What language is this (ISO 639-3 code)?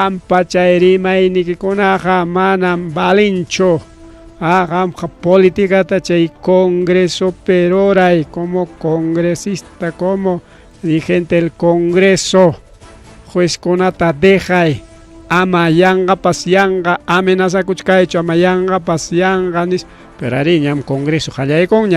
quy